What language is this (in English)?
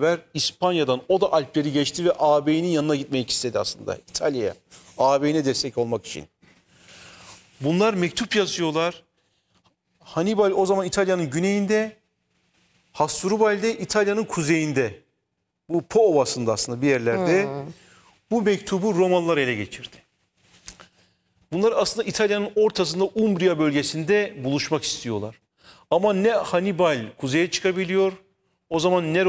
Turkish